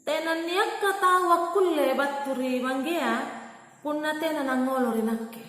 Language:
Makasar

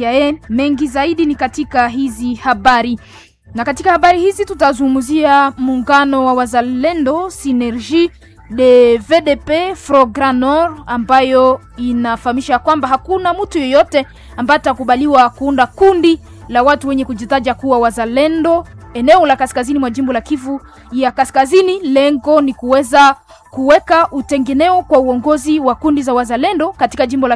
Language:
Swahili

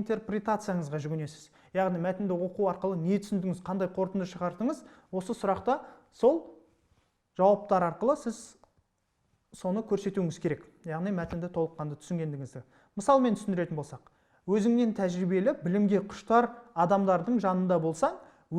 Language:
Kazakh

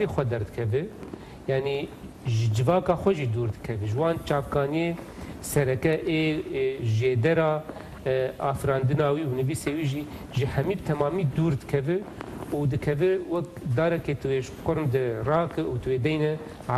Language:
Kurdish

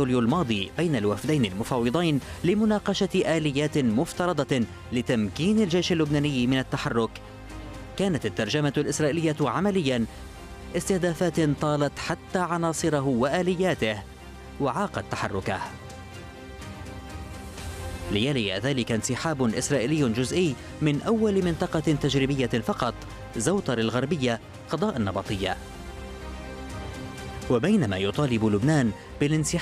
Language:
Arabic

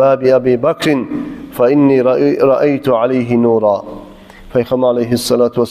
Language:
Kumyk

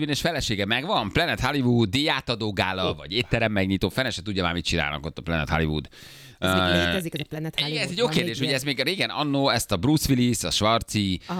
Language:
Hungarian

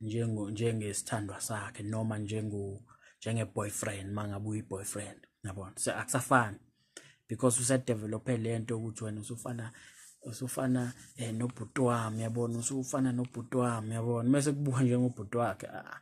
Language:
Zulu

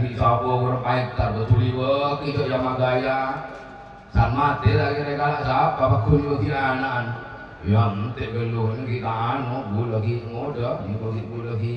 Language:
Madurese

